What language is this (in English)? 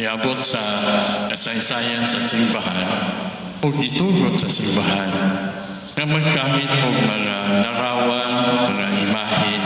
Cebuano